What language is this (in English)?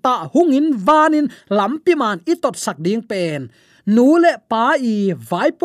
Tedim Chin